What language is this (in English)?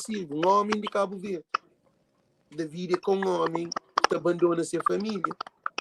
Kabuverdianu